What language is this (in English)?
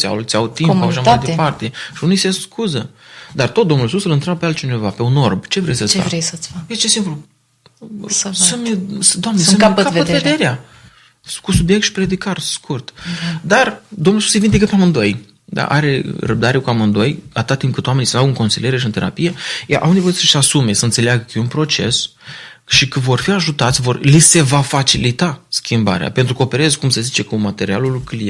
Romanian